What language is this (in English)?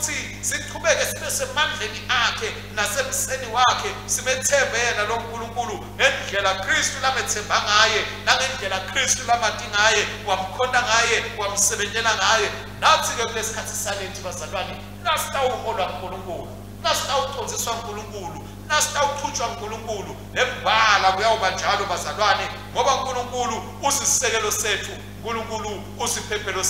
Swati